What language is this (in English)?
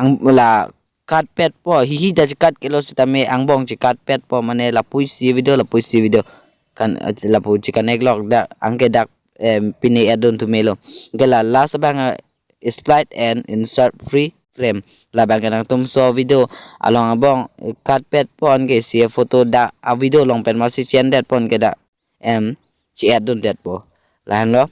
Karbi